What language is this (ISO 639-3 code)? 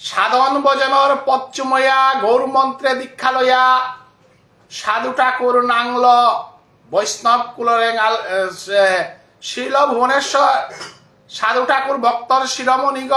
bpy